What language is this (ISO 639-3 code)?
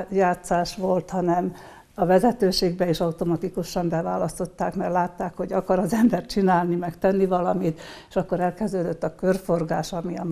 hun